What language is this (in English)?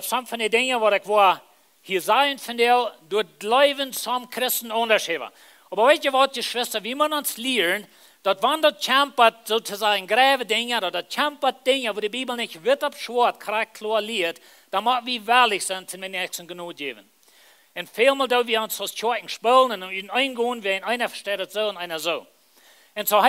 Plautdietsch